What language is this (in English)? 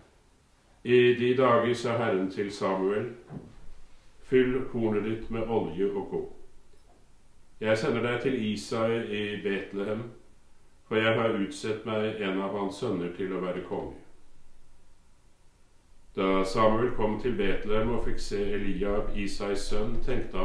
Norwegian